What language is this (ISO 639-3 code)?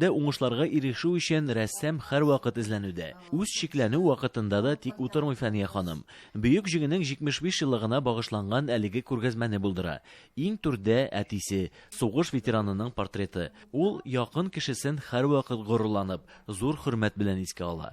tat